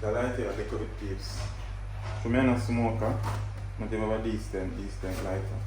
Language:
Jamaican Creole English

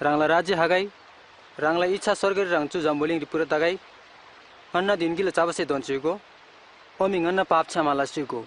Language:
Eastern Tamang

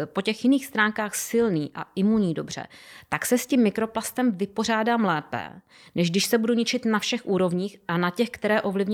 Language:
Czech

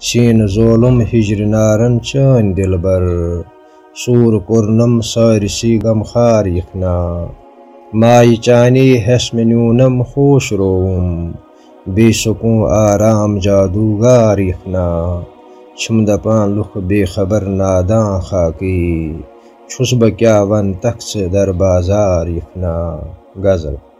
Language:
Kashmiri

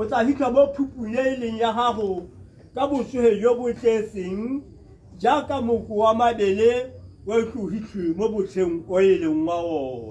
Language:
Tswana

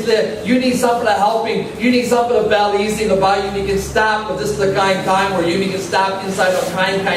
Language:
Tok Pisin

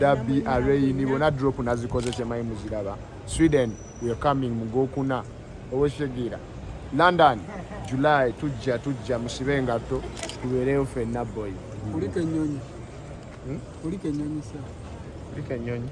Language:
Ganda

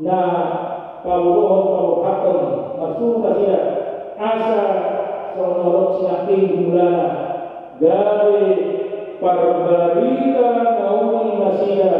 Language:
Batak Toba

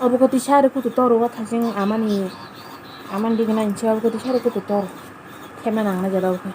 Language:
Kok Borok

